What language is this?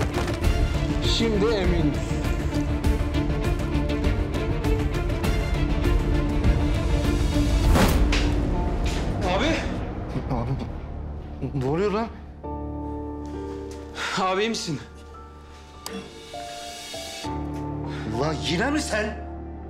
Turkish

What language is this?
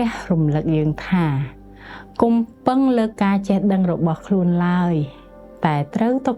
Khmer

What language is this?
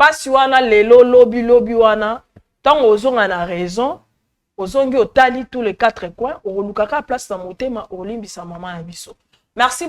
Lingala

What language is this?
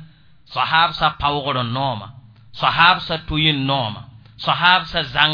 Mossi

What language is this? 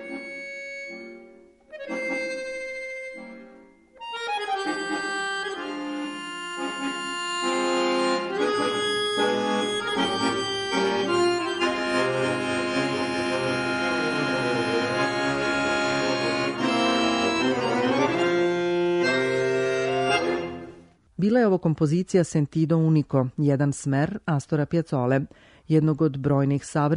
Serbian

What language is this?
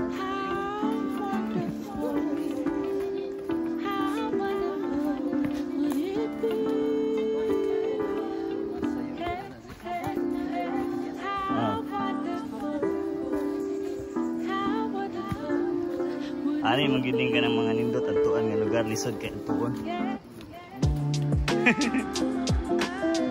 Cebuano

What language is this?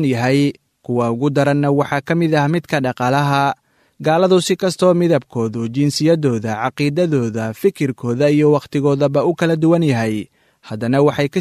Somali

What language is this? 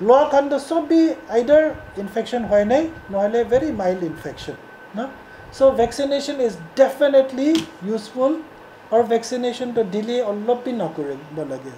Naga Pidgin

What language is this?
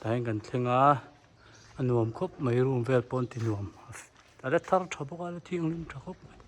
Hmar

